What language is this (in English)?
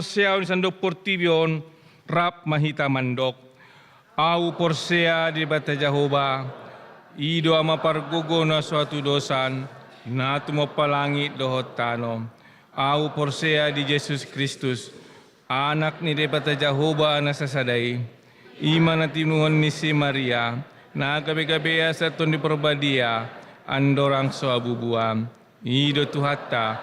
Batak Toba